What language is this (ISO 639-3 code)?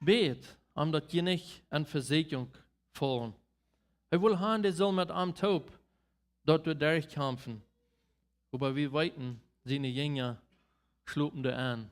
pdt